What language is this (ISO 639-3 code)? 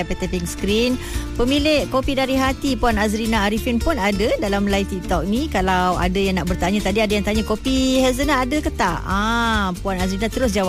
msa